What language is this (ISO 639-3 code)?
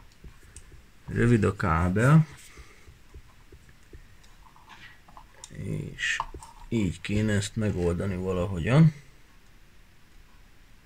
hun